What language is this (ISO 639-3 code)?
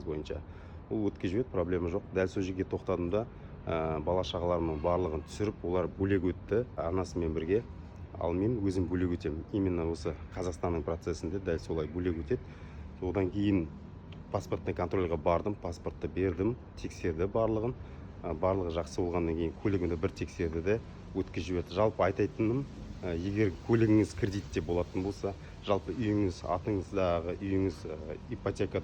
kaz